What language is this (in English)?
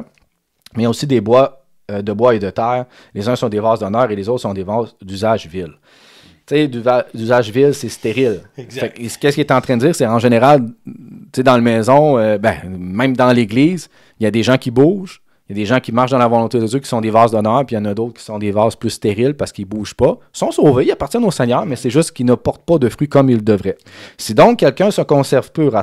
French